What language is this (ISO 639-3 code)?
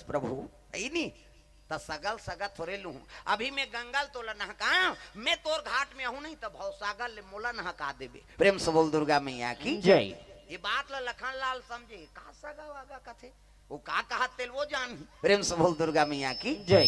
hne